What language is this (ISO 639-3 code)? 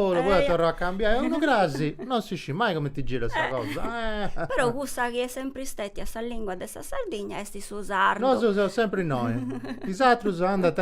srd